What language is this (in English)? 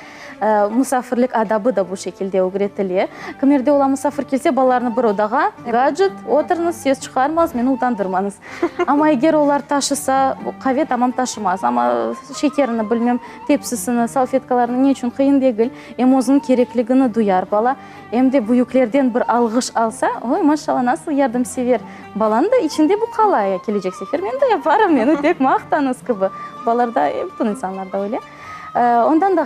Crimean Tatar